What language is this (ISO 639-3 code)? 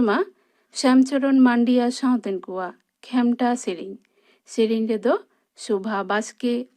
sat